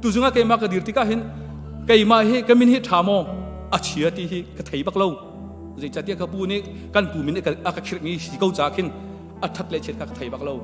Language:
Hakha Chin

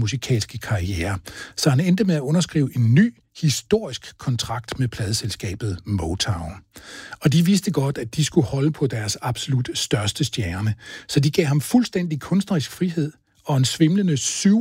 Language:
Danish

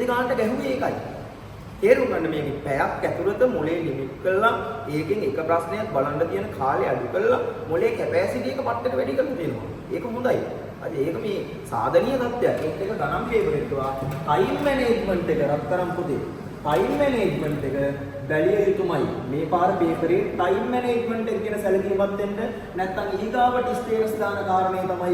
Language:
Sinhala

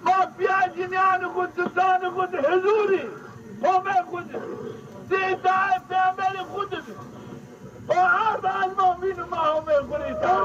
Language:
Zaza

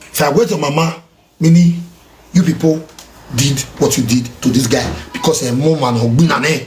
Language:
Nigerian Pidgin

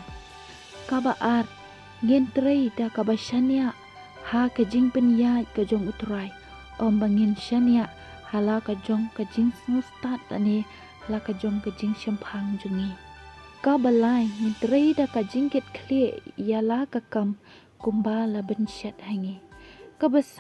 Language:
Khasi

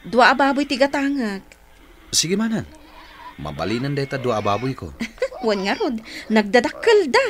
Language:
Iloko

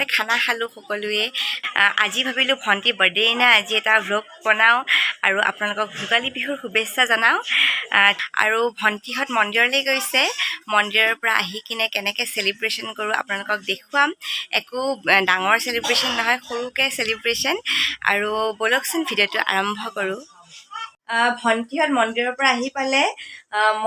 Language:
Assamese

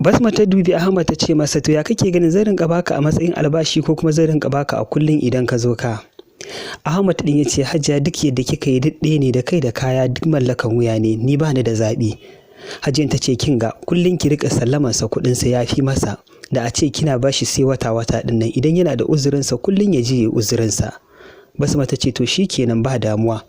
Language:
Hausa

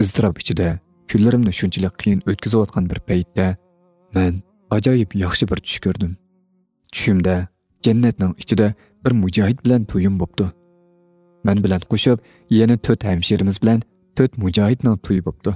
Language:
Uyghur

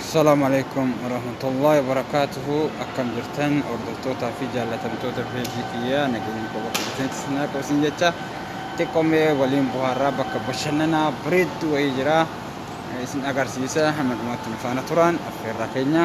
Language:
Oromo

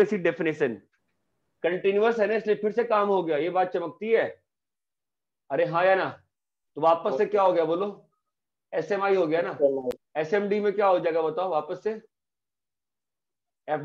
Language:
Hindi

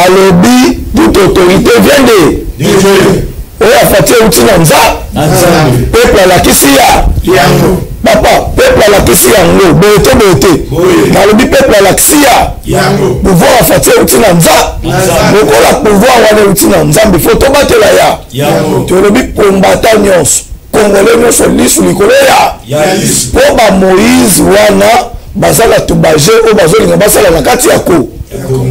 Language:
Lingala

